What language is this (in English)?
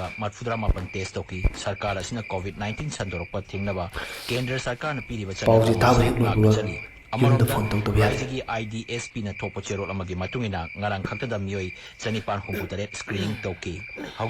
Manipuri